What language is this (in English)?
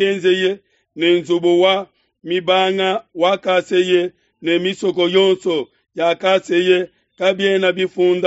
Luba-Lulua